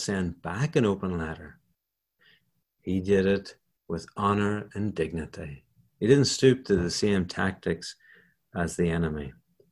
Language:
English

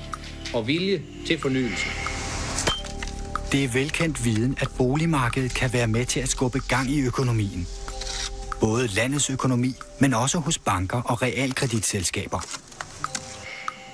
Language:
Danish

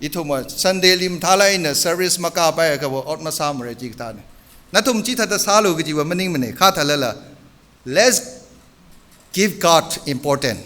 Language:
Tangkhul Naga (India)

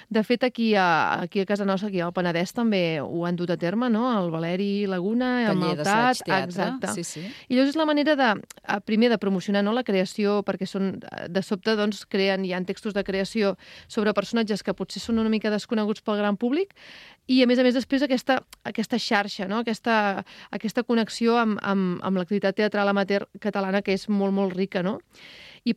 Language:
Catalan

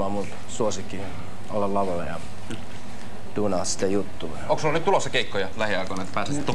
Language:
Finnish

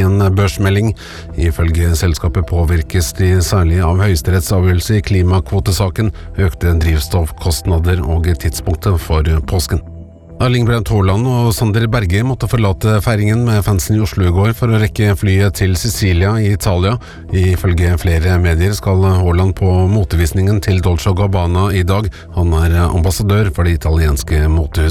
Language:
Norwegian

